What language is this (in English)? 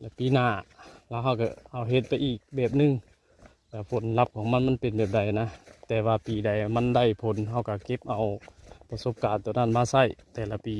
Northeastern Thai